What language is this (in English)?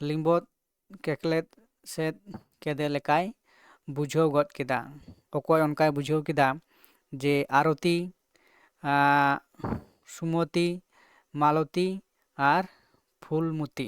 Santali